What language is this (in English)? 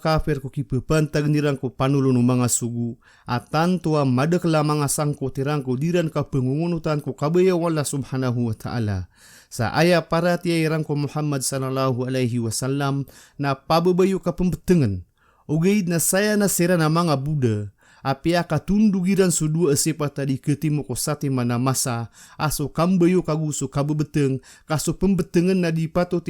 Maranao